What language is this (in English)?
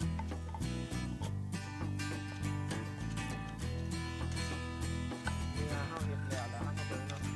Lao